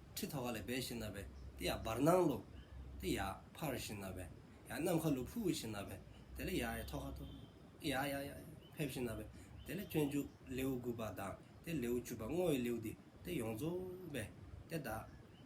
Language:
Dzongkha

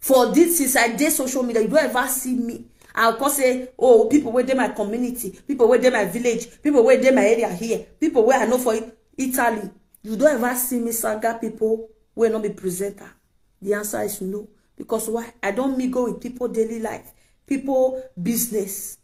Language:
Nigerian Pidgin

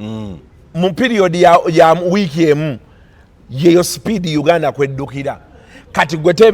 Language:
Ganda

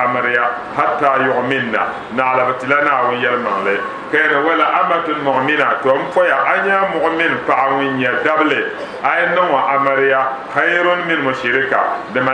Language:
Dagbani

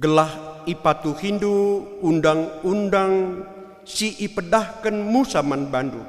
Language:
Batak Karo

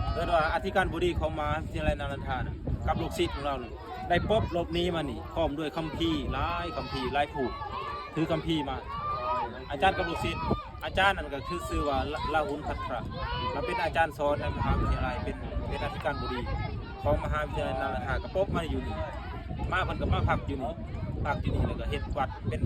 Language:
Lao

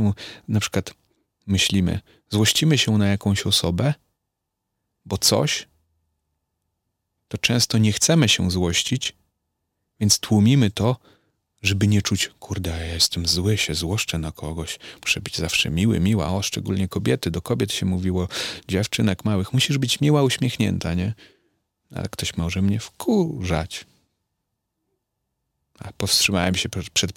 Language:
Polish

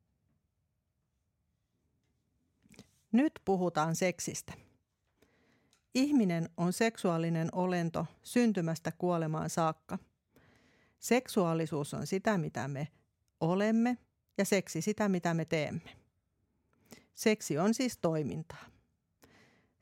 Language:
Finnish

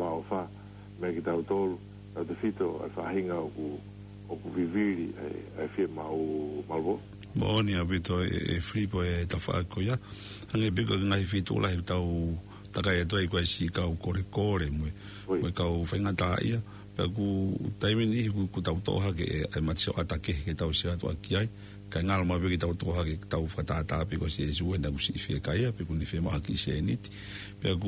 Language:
Tongan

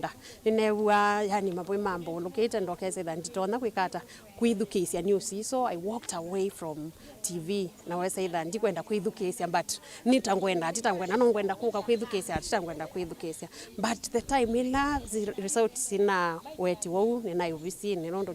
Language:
Kamba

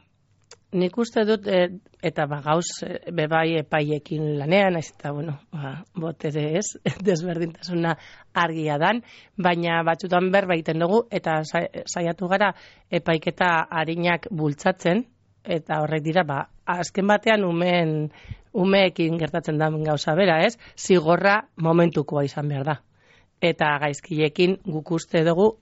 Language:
Basque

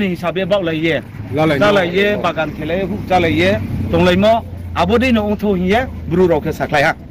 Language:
Riang (India)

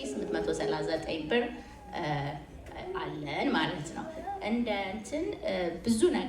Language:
Amharic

